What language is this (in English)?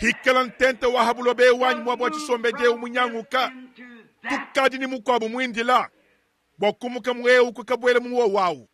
Luba-Lulua